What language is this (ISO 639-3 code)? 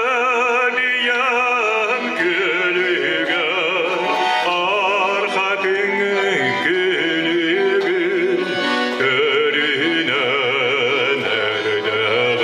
sah